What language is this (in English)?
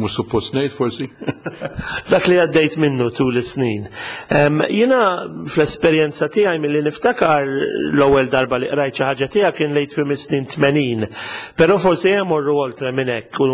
Maltese